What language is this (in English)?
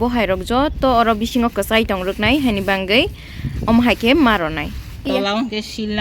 Kok Borok